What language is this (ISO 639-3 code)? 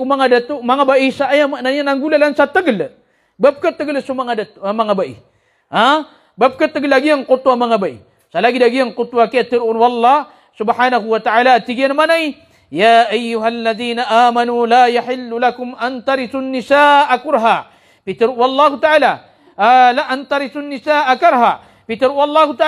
mrw